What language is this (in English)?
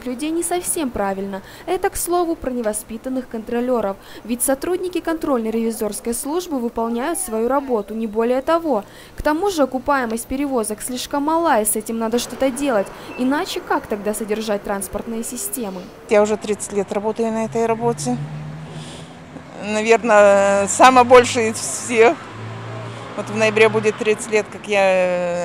Russian